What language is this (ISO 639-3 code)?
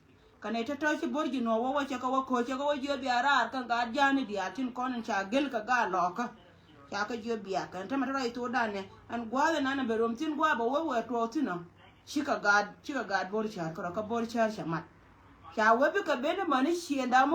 nus